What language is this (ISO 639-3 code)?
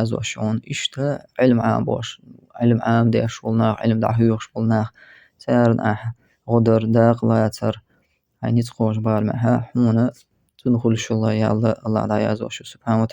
che